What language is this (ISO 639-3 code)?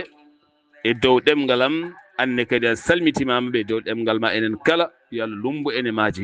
ful